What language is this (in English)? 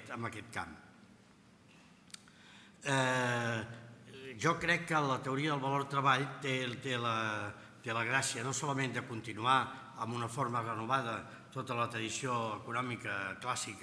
Catalan